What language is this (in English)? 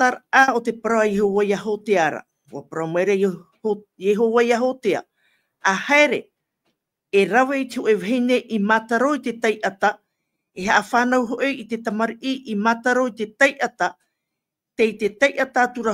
Tahitian